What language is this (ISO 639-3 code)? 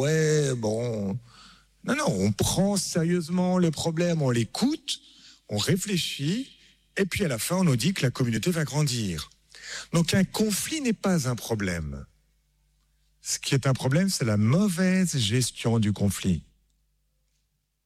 fra